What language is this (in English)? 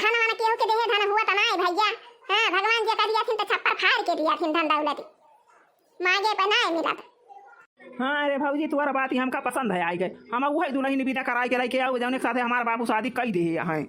Awadhi